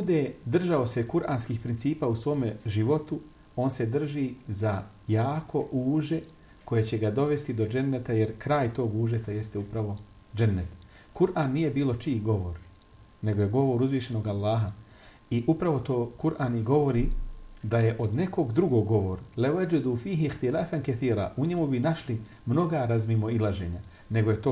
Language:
Bosnian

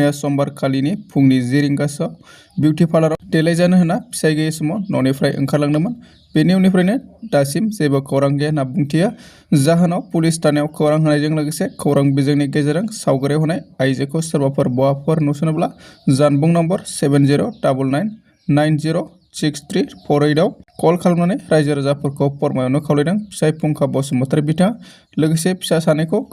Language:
Bodo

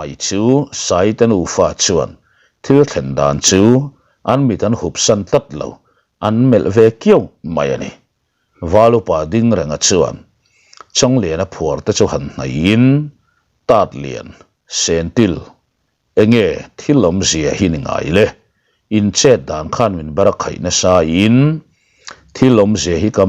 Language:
Mizo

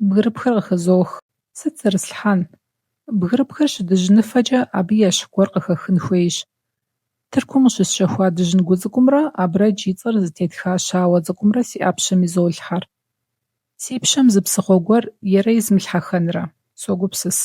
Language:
Kabardian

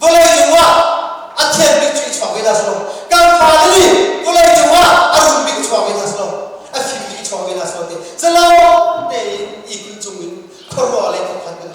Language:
Hakha Chin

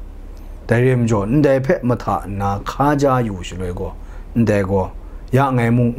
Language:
Kachin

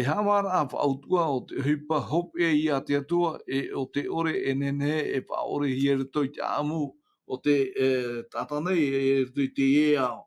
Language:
Tahitian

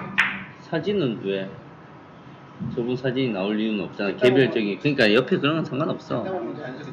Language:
Korean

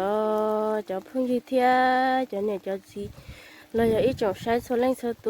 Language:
Hmong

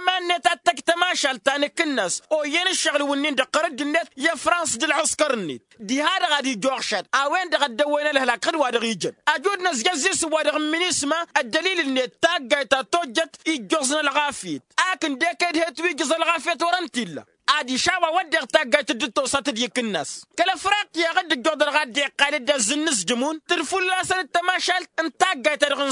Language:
Tamasheq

